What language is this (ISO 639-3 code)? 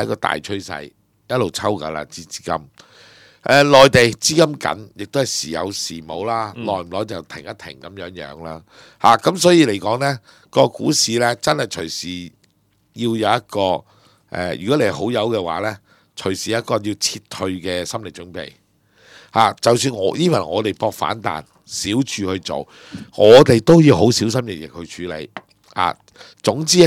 yue